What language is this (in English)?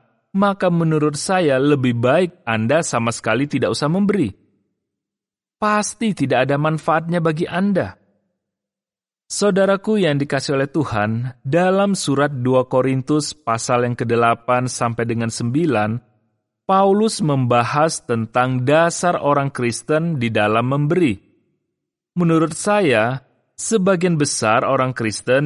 Indonesian